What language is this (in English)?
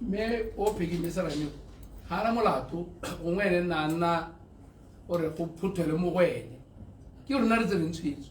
Tswana